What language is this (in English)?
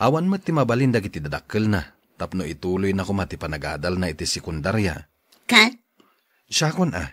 Iloko